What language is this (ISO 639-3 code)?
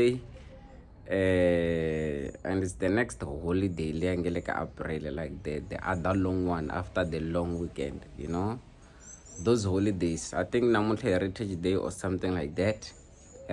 tso